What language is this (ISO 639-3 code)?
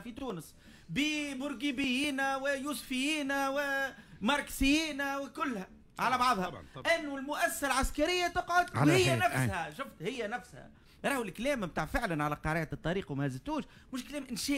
aeb